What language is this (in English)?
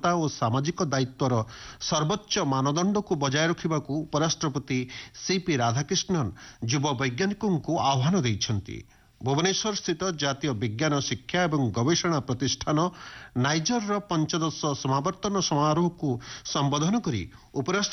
Odia